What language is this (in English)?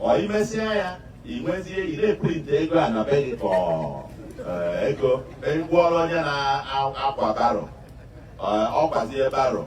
Igbo